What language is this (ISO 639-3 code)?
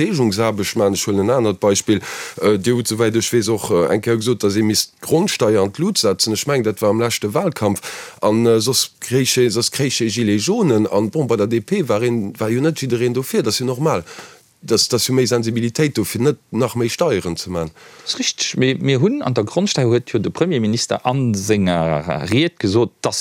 ltz